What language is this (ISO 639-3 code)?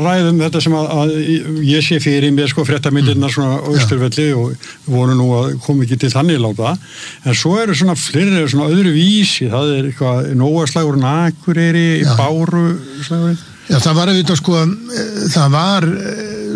isl